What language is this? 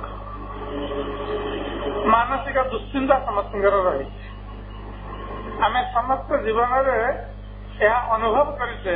Odia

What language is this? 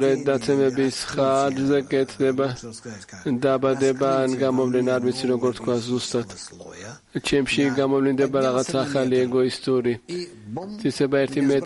Georgian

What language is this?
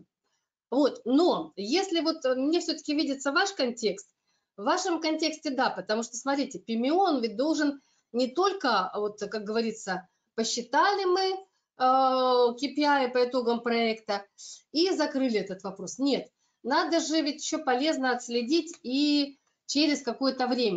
Russian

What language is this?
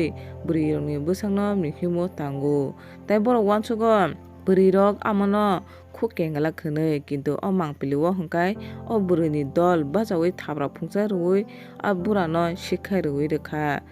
Kok Borok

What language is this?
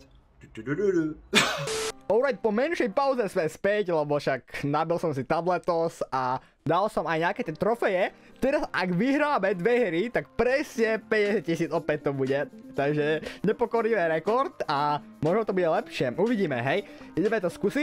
Slovak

